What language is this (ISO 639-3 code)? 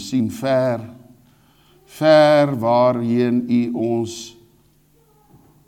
afr